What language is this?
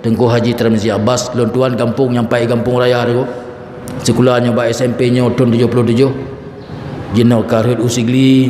Achinese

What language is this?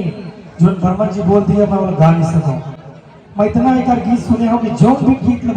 Chhattisgarhi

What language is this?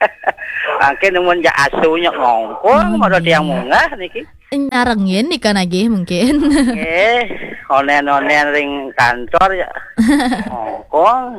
Balinese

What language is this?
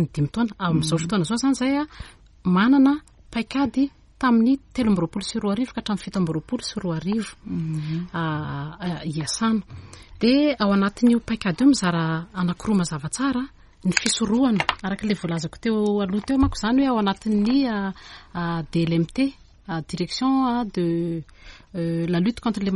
Malagasy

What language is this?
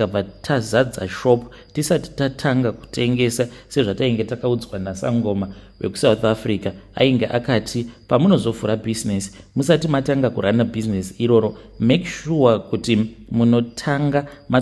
Shona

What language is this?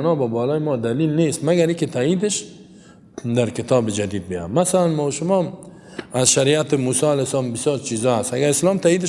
Persian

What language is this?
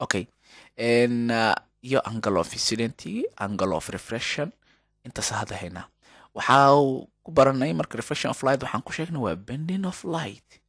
Somali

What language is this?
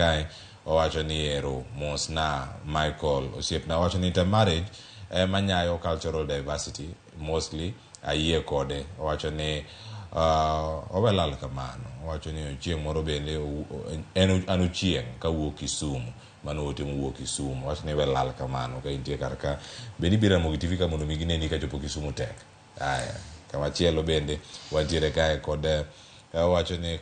Luo (Kenya and Tanzania)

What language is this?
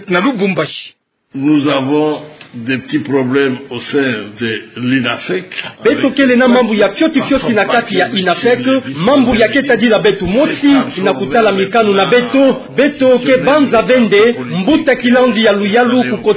Kituba (Democratic Republic of Congo)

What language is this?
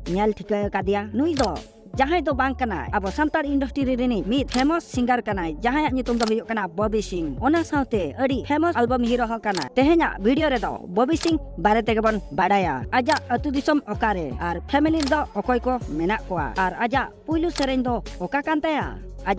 Santali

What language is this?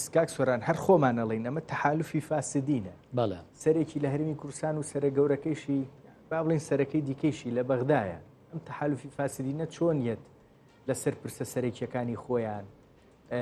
Central Kurdish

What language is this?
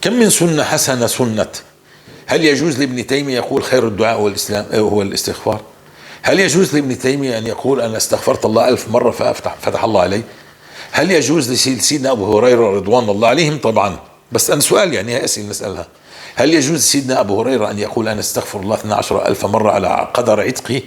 North Levantine Arabic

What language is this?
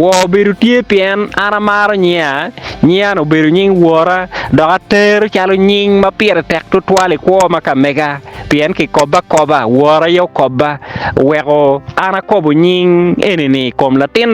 Acoli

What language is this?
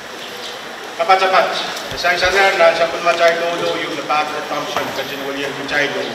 Pohnpeian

